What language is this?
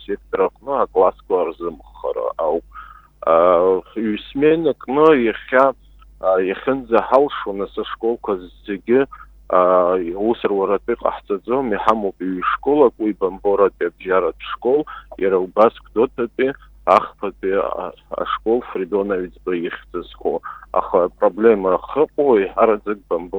Abkhazian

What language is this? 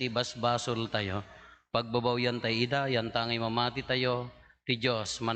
Iloko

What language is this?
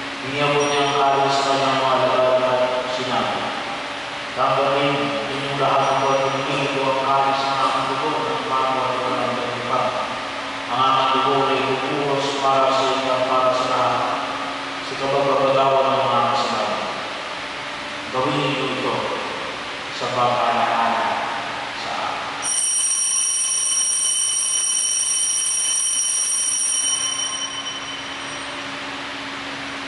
Filipino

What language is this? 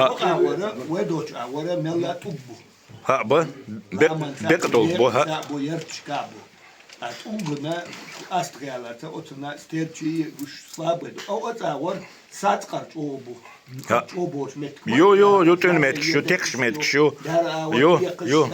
Chechen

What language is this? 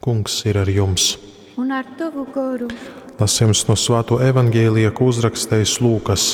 Latgalian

